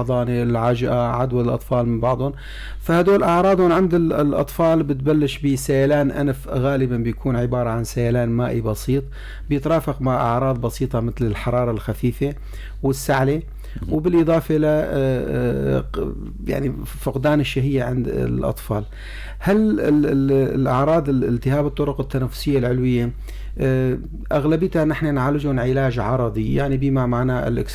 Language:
North Levantine Arabic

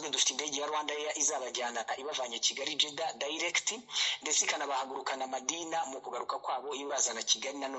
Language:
Kinyarwanda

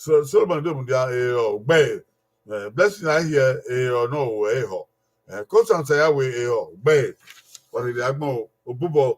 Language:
Bini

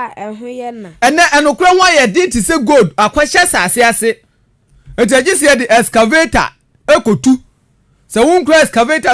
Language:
Akan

